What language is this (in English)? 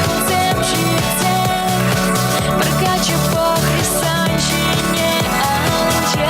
Chuvash